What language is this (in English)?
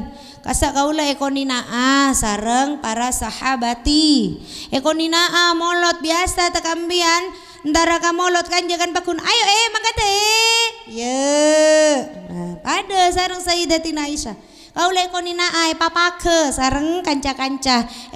Madurese